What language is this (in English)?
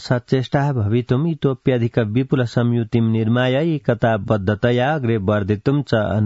Sanskrit